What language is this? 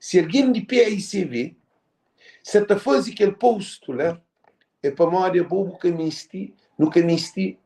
Kabuverdianu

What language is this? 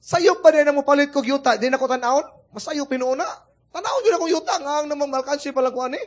Cebuano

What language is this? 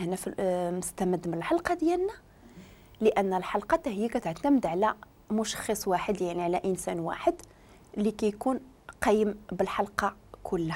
Moroccan Arabic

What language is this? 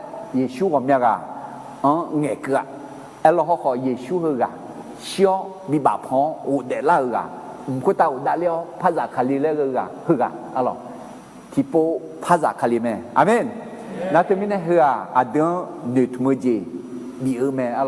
Akha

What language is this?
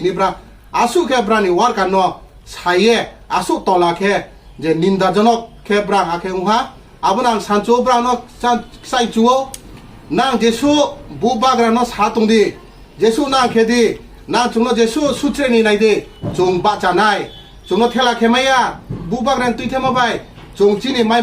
Riang (India)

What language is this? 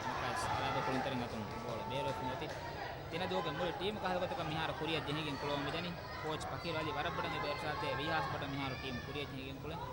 Divehi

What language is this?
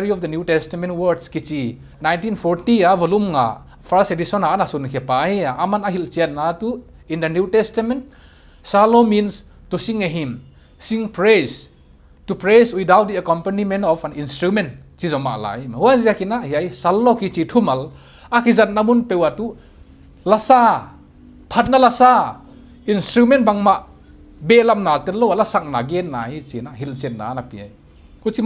Paite Chin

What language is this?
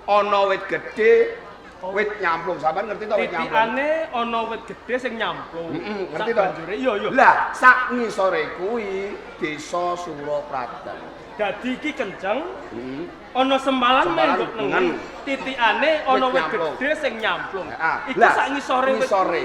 Javanese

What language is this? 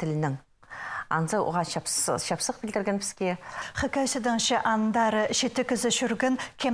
Khakas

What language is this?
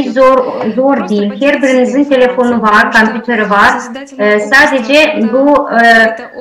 Gagauz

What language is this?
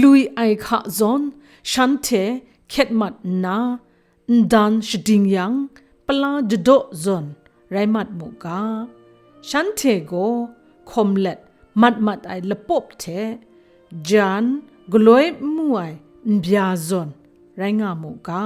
Kachin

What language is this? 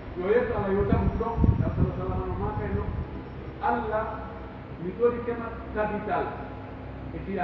Pular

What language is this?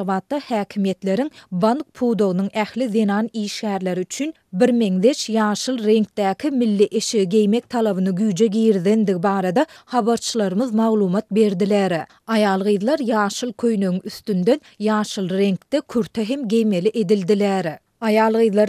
Turkmen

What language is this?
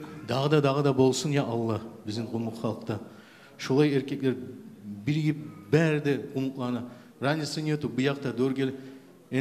Kumyk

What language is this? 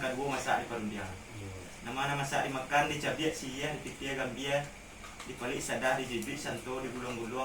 Minangkabau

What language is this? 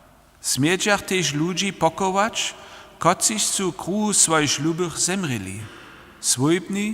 Upper Sorbian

